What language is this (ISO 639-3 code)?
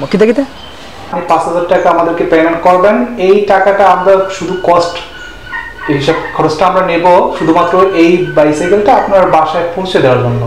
syl